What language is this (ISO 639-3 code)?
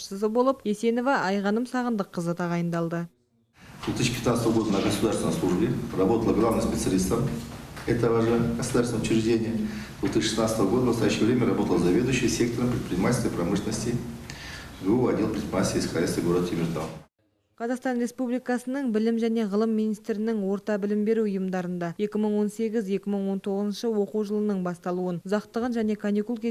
kaz